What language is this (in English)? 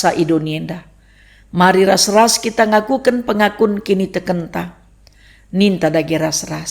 Batak Karo